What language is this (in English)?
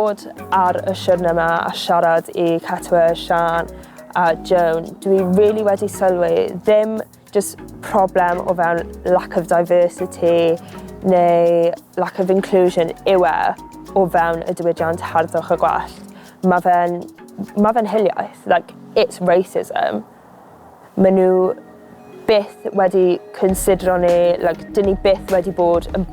Welsh